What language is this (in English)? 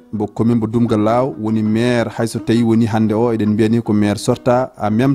Fula